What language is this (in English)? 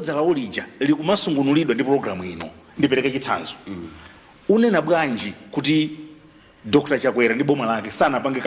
Nyanja